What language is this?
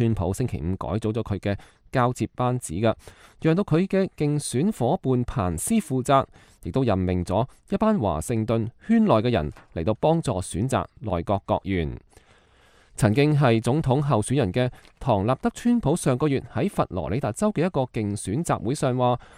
Cantonese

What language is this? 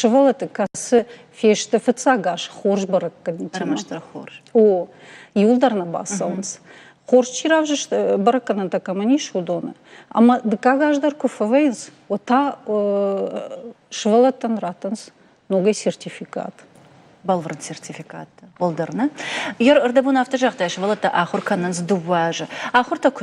Ossetic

